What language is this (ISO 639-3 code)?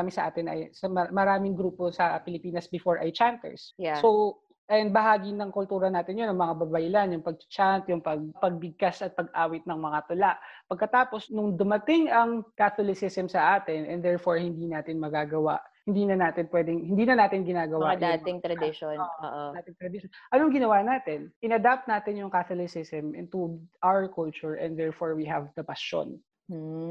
fil